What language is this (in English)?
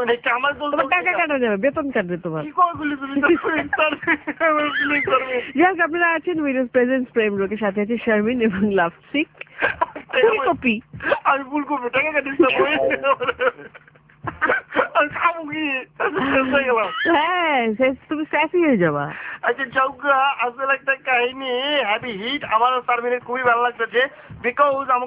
Bangla